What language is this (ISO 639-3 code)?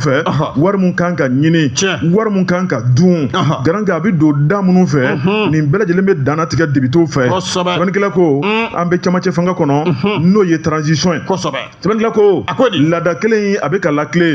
bam